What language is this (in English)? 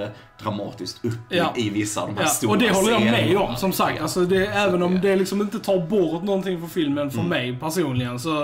Swedish